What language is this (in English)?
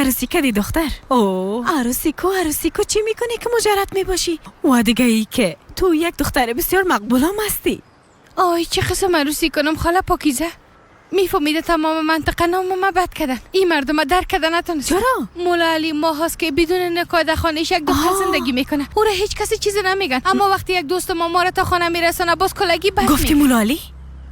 Persian